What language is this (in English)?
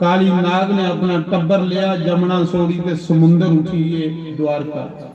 Dogri